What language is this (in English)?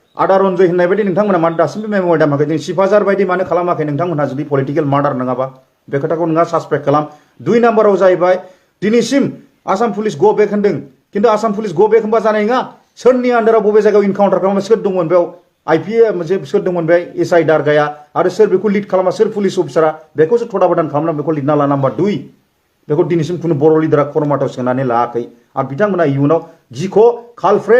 Bodo